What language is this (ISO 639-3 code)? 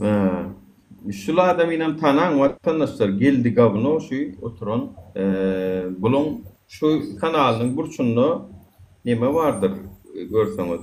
tuk